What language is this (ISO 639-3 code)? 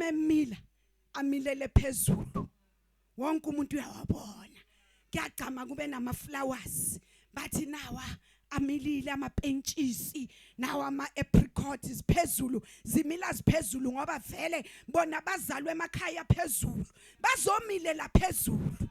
zul